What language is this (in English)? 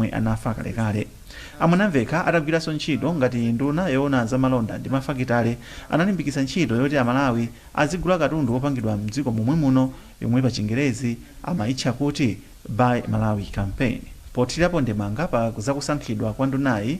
Nyanja